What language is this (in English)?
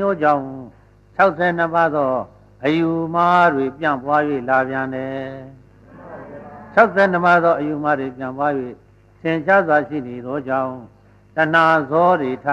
Burmese